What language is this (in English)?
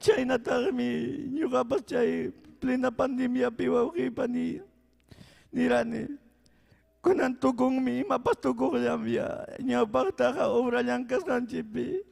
Ayacucho Quechua